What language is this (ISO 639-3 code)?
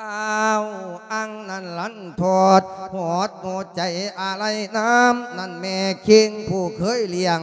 lao